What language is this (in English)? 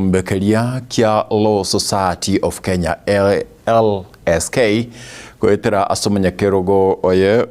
Gusii